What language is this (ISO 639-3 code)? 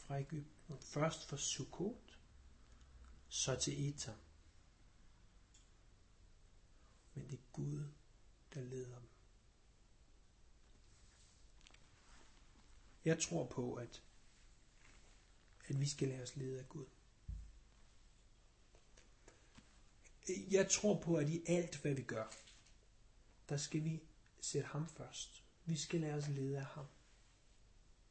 dan